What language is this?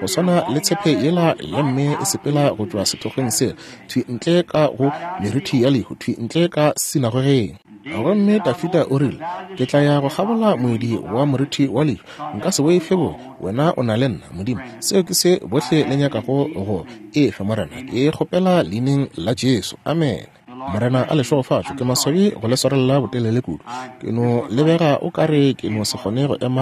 Northern Sotho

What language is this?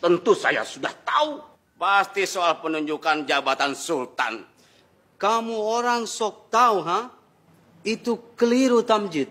Banjar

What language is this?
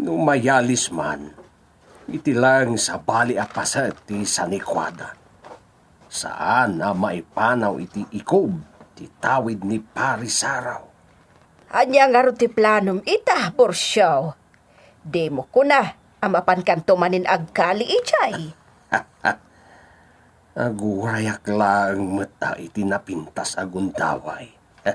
Iloko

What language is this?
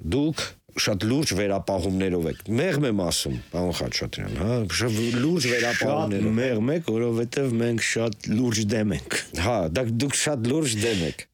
Armenian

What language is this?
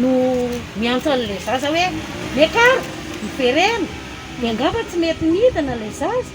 Malagasy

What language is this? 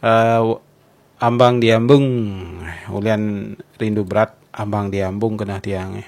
Balinese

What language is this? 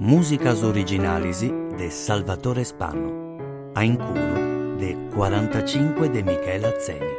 Sardinian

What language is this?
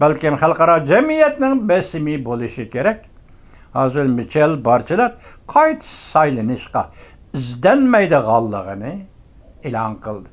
Uyghur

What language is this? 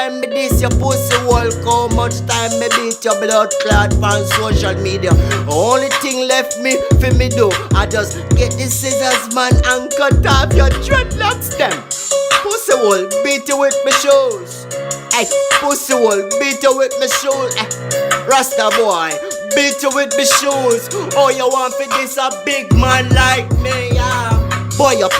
Jamaican Creole English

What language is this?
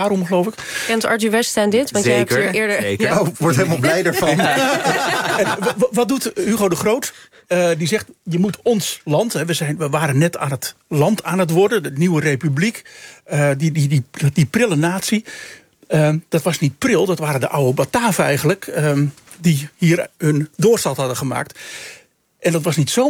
Dutch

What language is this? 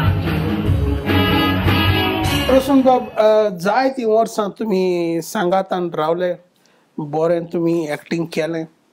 Konkani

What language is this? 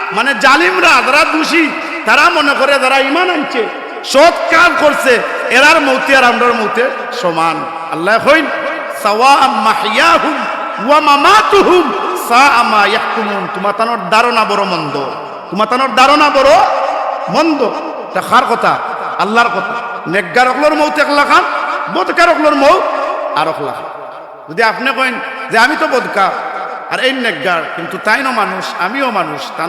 Sylheti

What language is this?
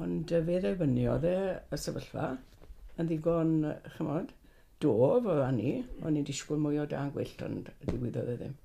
Welsh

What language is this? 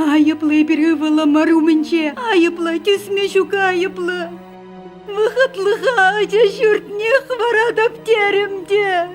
Chuvash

